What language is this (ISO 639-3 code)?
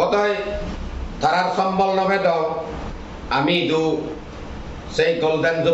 ccp